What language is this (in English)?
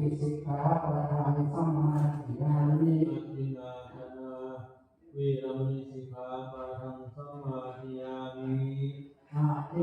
Pali